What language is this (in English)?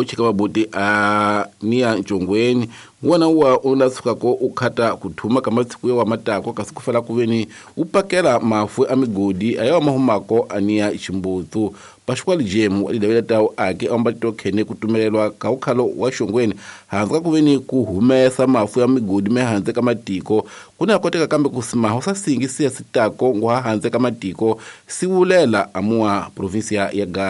Tsonga